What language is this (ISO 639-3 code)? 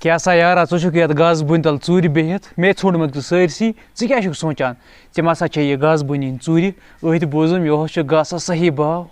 kas